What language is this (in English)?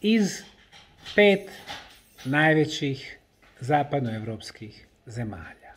Bosnian